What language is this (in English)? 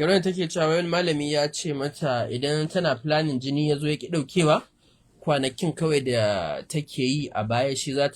Hausa